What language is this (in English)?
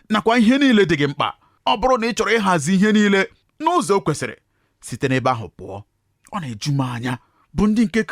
Igbo